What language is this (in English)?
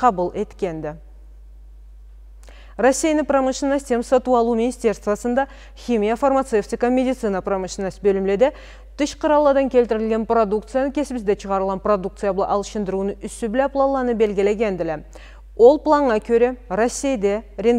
Karachay-Balkar